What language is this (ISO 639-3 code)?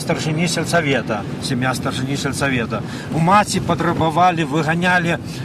bel